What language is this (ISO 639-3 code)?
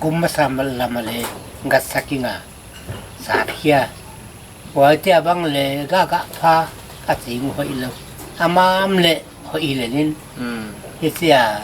pck